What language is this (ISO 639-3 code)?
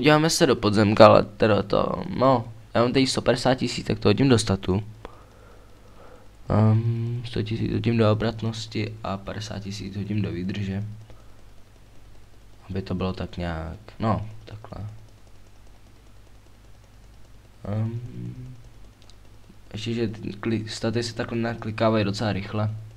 ces